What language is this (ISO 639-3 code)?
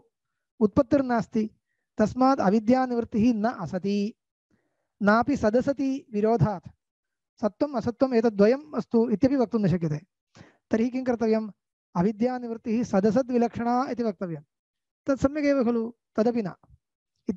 san